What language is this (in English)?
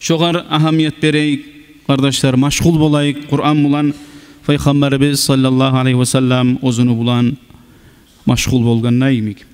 Kumyk